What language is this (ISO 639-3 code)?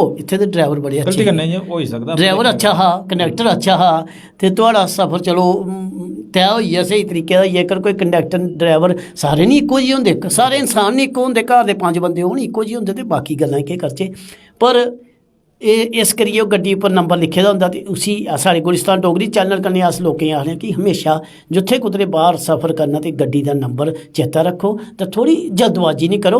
doi